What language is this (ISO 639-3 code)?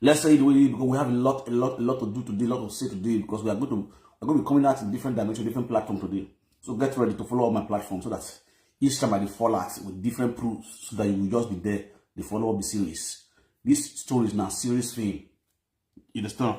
pcm